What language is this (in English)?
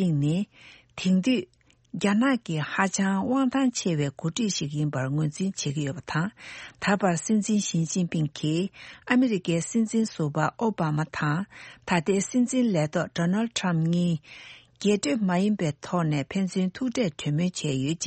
Tibetan